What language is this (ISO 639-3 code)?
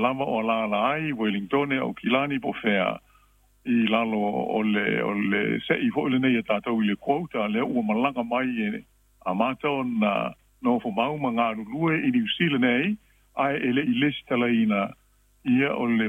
smo